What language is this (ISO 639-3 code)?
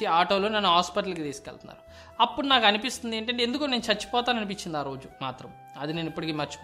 tel